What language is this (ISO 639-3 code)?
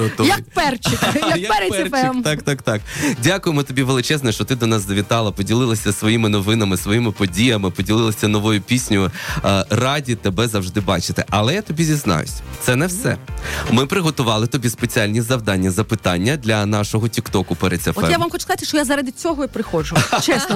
ukr